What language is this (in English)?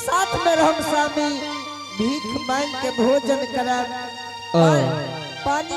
Angika